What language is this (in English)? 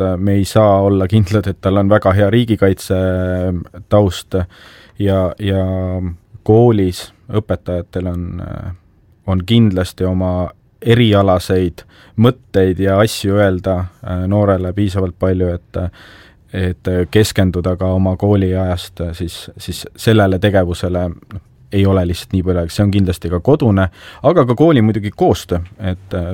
Estonian